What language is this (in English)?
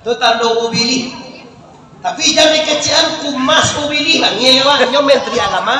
Minangkabau